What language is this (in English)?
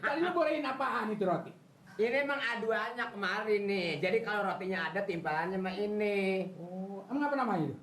Betawi